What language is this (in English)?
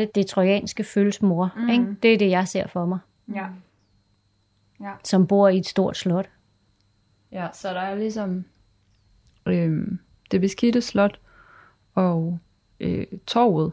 Danish